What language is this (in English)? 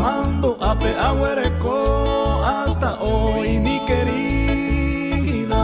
Guarani